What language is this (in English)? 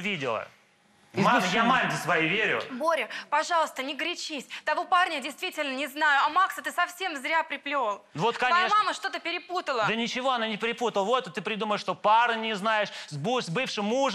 Russian